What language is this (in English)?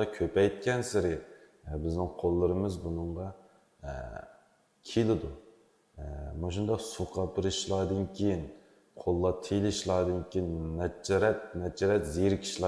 Uyghur